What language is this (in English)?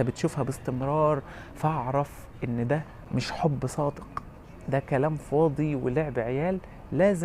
Egyptian Arabic